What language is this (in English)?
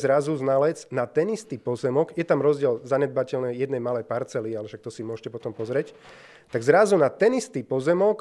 Slovak